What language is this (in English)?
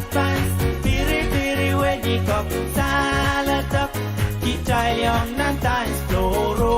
Pohnpeian